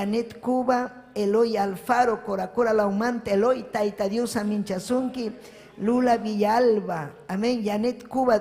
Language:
Ayacucho Quechua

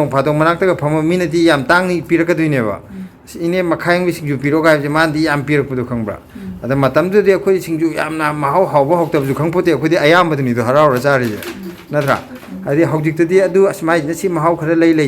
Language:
Manipuri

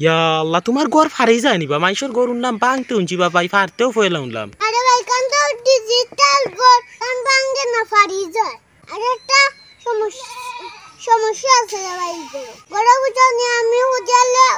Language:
Sylheti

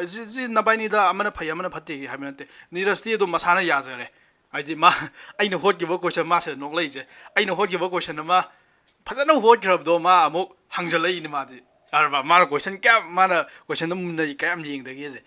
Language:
Manipuri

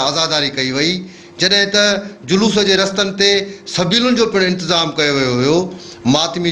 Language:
Sindhi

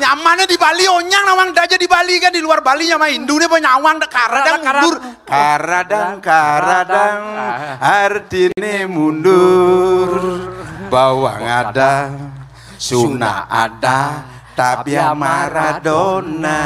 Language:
Balinese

